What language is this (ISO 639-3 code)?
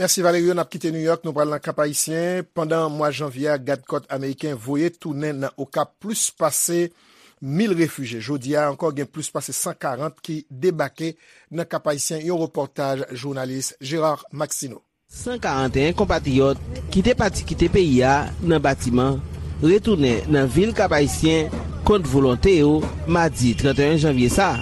hat